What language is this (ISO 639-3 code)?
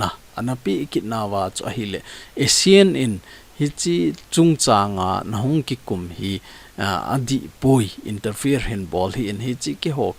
tcz